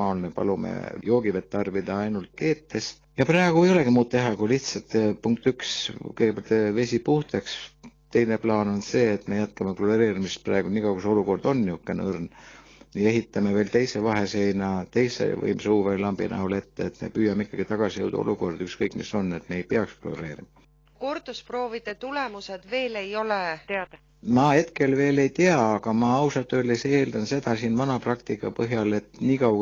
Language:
Estonian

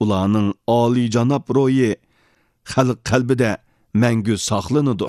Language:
Uyghur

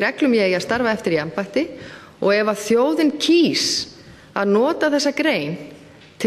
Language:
Icelandic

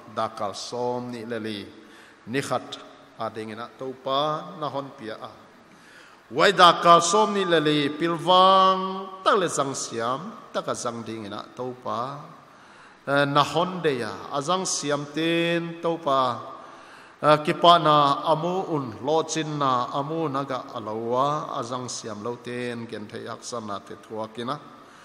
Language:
Paite Chin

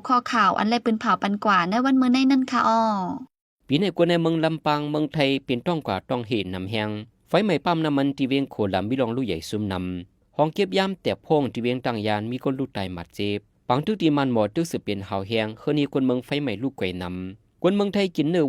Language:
Shan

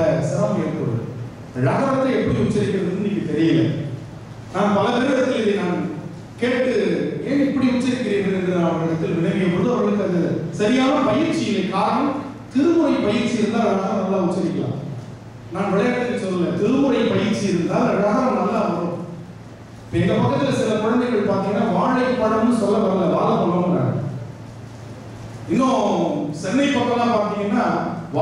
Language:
Tamil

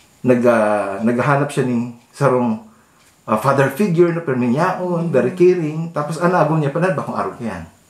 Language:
Bikol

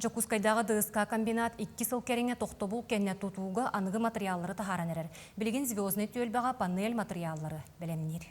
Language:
Yakut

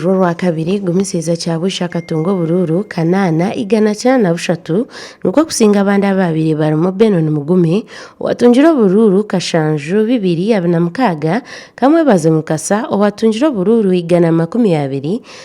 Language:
Nyankole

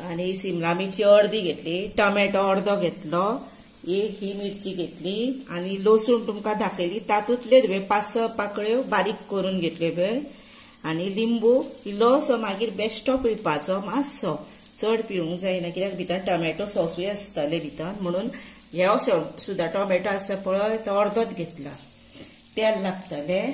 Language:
Konkani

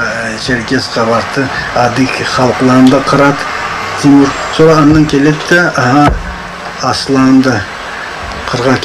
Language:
Karachay-Balkar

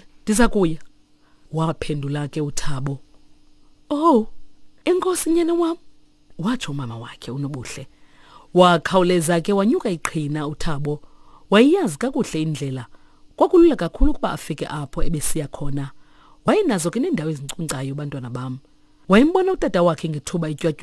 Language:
Xhosa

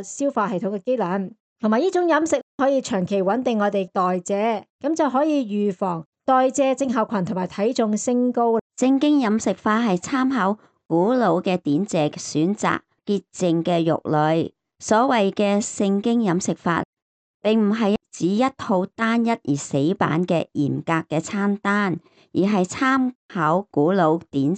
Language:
Cantonese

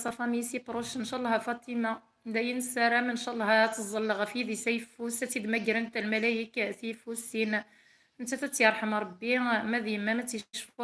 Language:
Kabyle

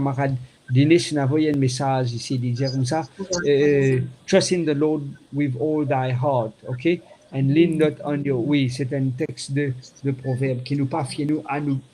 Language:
Morisyen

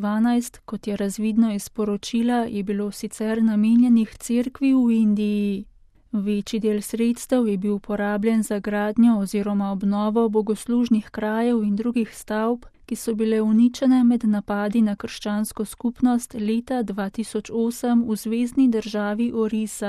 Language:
Slovenian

